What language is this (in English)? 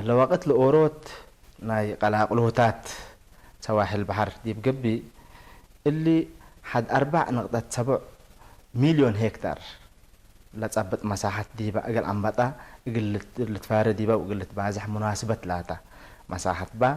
Tigre